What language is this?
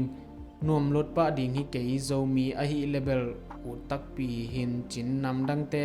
Tedim Chin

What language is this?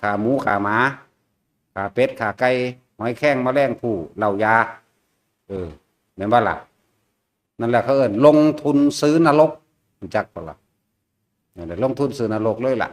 Northeastern Thai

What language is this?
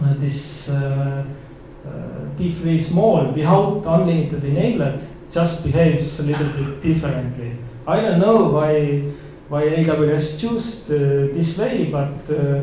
English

